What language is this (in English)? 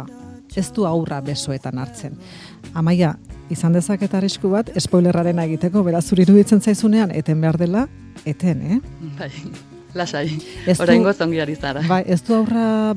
Basque